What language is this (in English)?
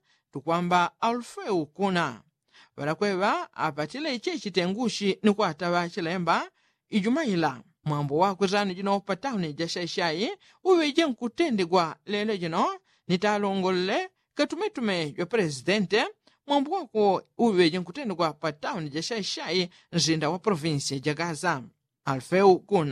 Yao